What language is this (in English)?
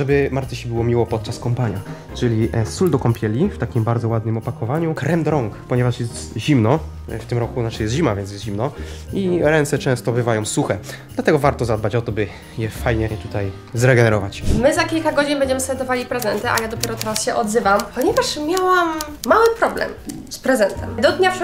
Polish